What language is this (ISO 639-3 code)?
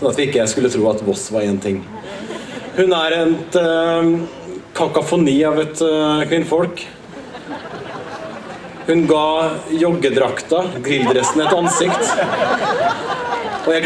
nor